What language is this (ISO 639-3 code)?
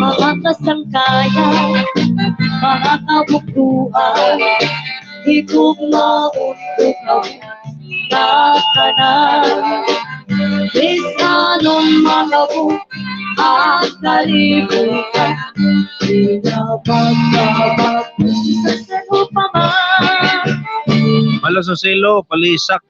war